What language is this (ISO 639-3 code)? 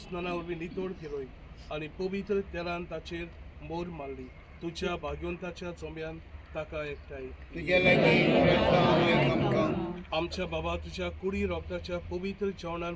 kok